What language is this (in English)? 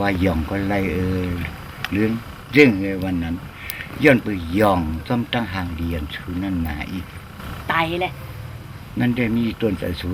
Shan